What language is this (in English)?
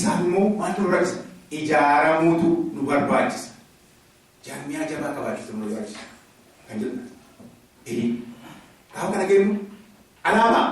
Oromo